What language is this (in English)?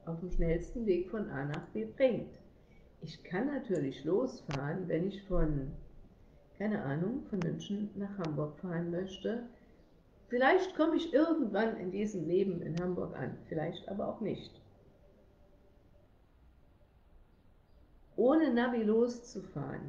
German